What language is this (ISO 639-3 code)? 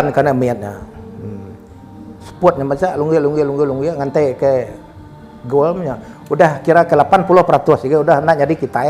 iba